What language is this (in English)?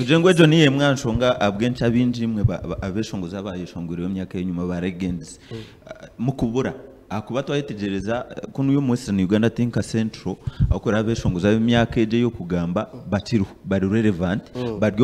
Nyankole